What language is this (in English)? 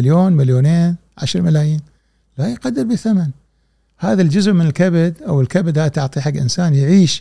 Gulf Arabic